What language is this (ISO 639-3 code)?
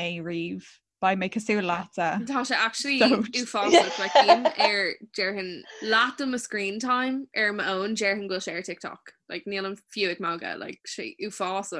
gle